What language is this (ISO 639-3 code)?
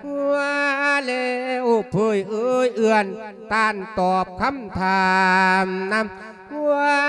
lao